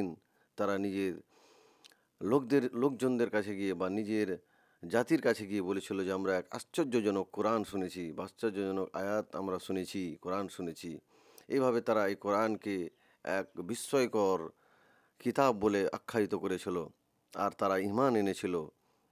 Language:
Bangla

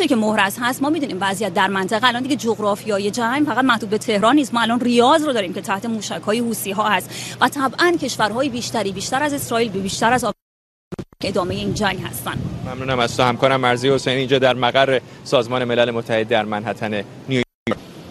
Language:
Persian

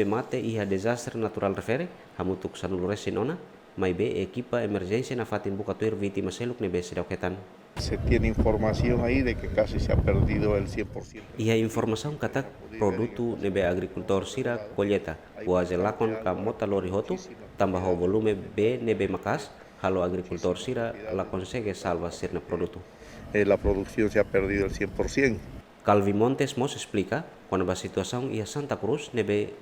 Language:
Tetum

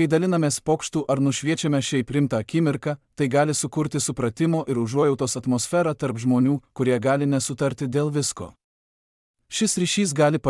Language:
Lithuanian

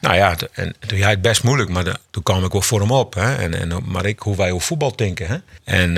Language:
Western Frisian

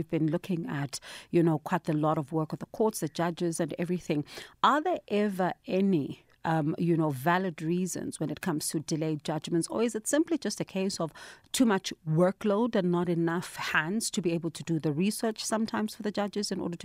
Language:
English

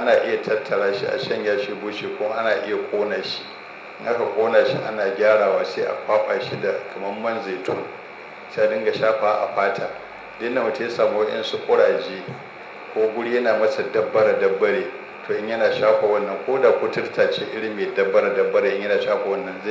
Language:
Hausa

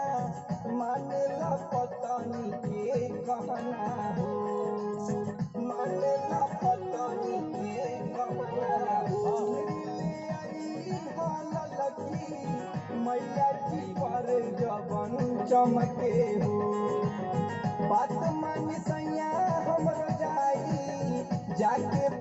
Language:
Bhojpuri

